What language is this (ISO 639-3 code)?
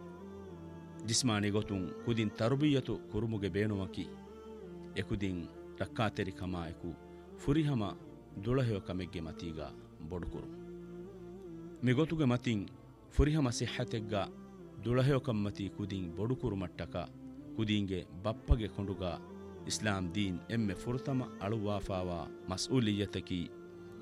div